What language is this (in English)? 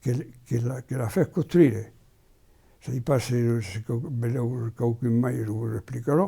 Occitan